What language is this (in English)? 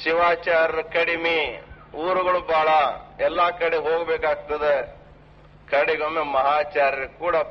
Kannada